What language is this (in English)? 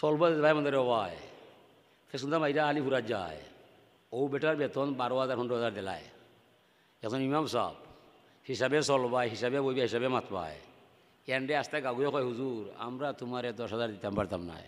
Sylheti